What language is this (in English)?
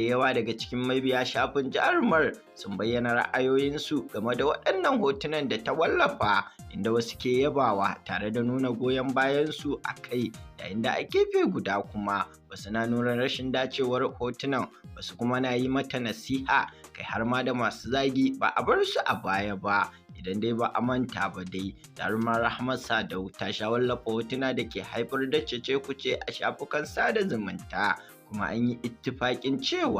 Hausa